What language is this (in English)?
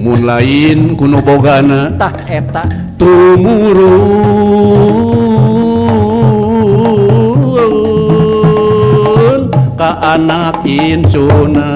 Sundanese